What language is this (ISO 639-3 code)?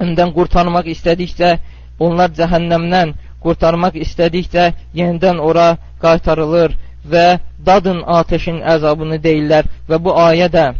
aze